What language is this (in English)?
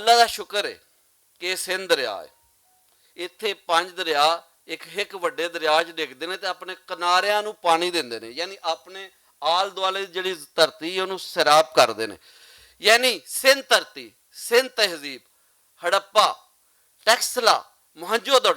Western Panjabi